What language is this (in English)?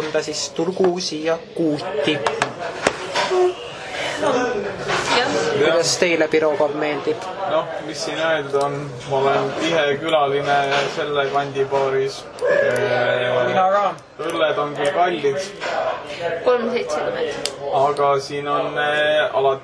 Estonian